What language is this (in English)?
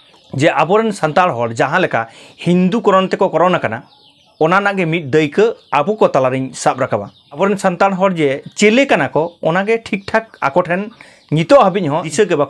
Santali